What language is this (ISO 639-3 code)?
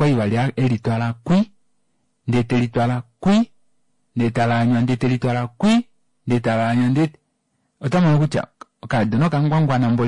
kua